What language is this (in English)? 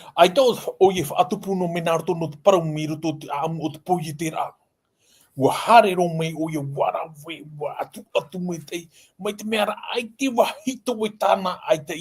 Tahitian